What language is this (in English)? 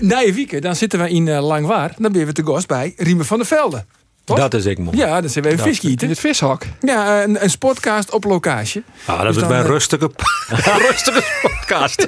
Western Frisian